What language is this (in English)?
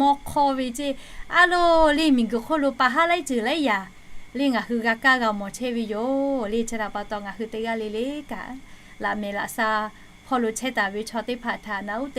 Lahu